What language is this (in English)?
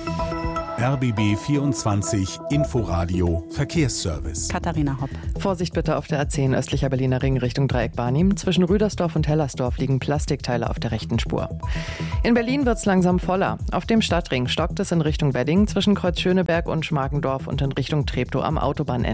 German